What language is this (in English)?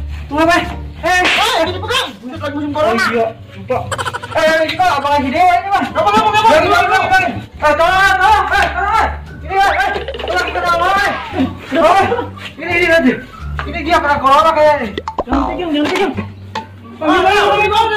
Betawi